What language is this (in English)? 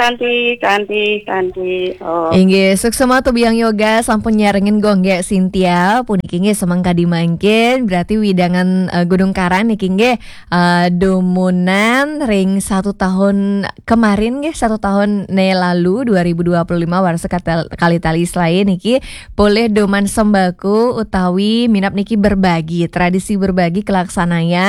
Balinese